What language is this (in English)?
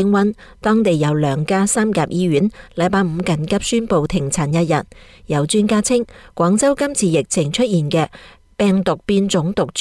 Cantonese